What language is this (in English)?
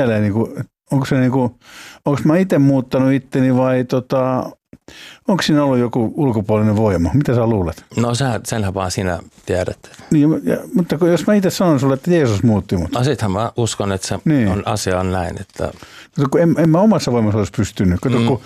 Finnish